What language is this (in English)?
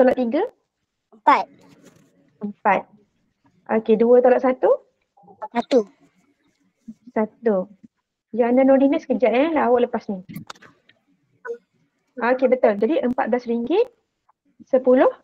Malay